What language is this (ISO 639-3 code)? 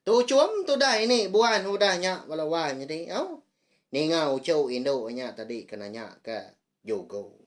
iba